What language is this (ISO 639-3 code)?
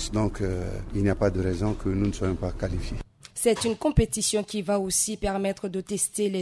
fra